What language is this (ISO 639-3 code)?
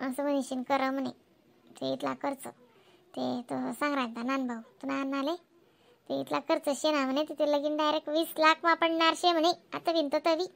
khn